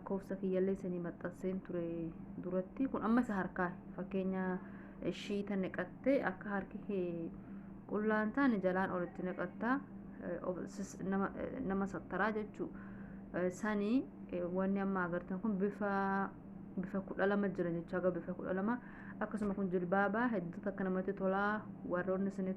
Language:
Oromo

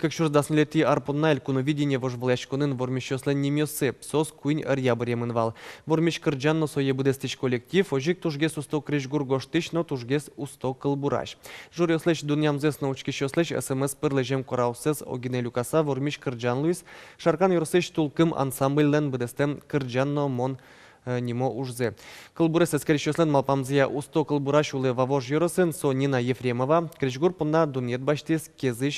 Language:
Udmurt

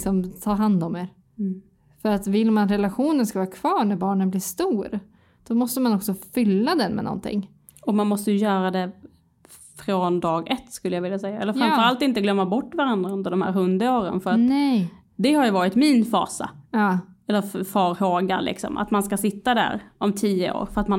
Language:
Swedish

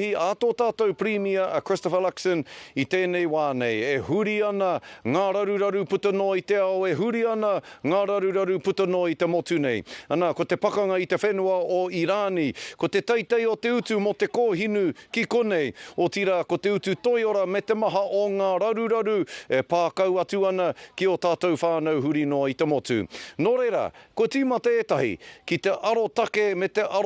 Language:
Māori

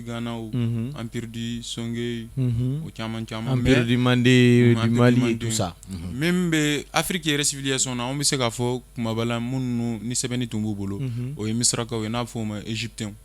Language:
Bambara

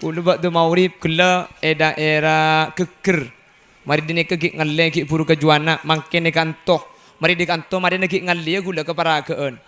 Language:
Madurese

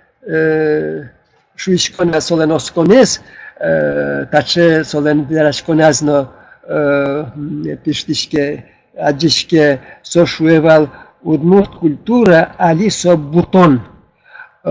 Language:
Udmurt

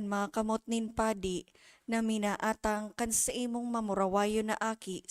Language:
Bikol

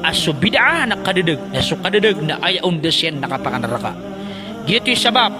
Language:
Maranao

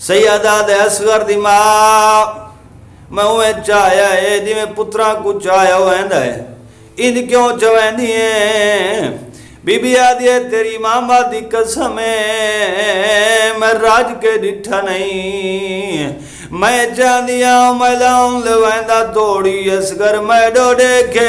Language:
Saraiki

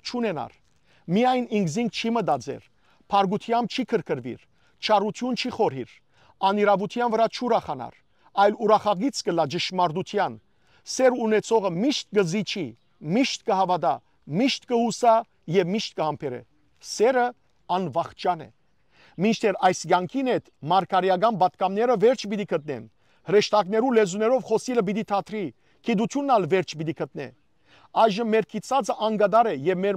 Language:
Western Armenian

